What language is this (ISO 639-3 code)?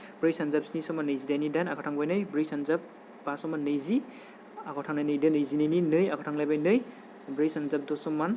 brx